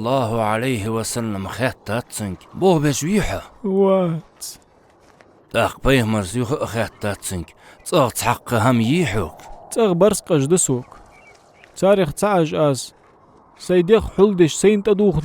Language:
Ingush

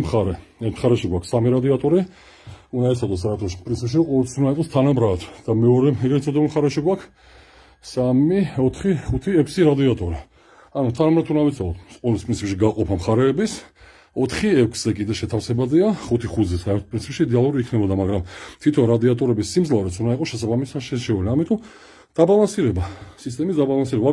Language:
Georgian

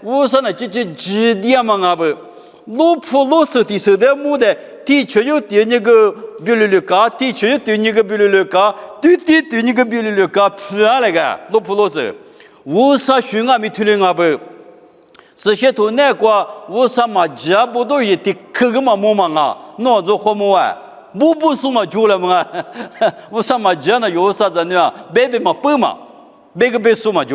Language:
Lisu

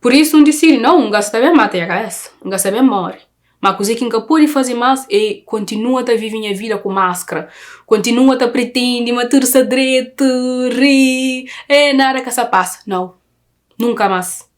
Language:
Kabuverdianu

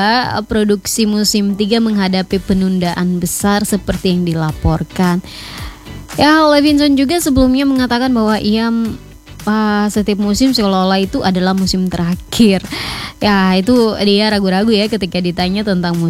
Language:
Indonesian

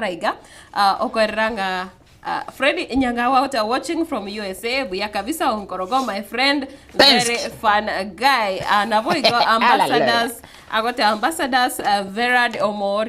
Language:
Gusii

